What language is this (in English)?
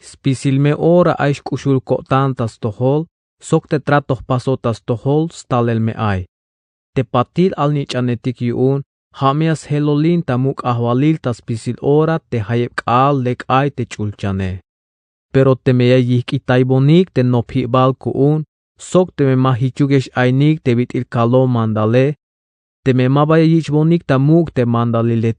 Tzeltal